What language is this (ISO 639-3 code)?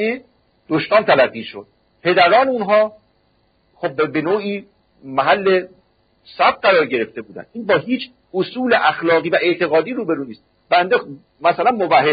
fas